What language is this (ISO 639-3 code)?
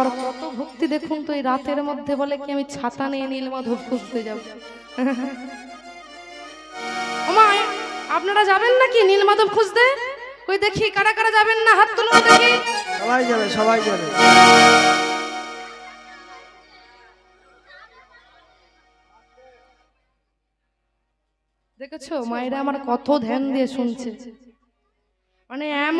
ben